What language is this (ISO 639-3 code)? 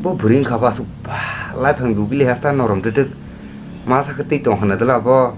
trp